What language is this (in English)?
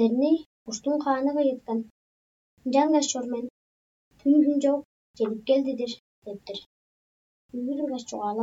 Tuvinian